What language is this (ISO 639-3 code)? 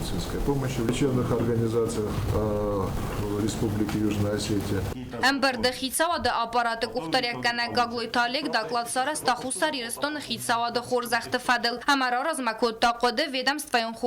oss